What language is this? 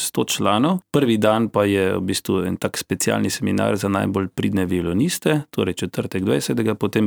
Slovenian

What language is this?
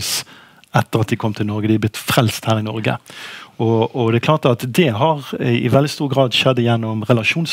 Norwegian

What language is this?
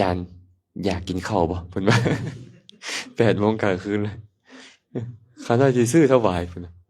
Lao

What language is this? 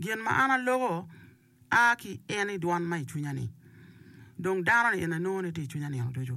Acoli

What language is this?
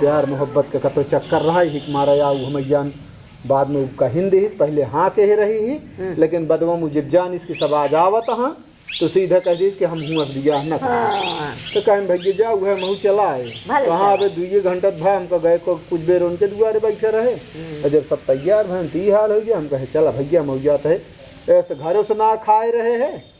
Awadhi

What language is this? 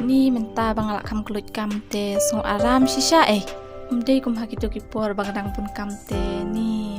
Khasi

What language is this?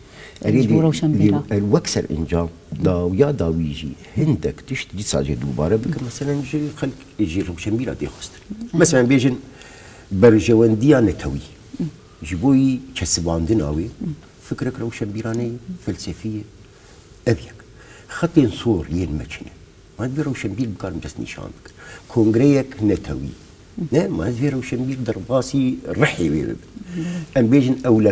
Kurdish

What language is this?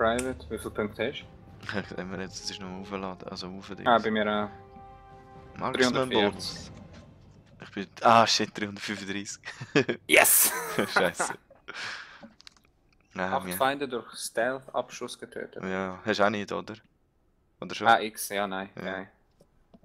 Swiss German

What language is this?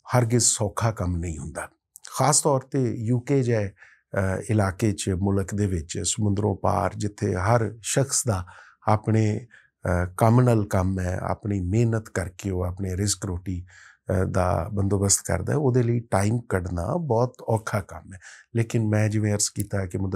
Western Panjabi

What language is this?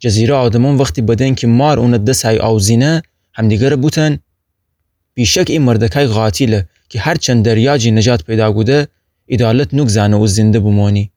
Gilaki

